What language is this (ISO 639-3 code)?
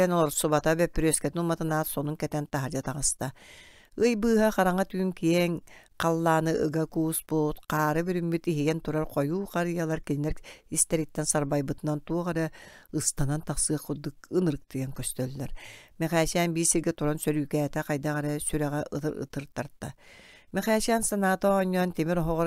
sah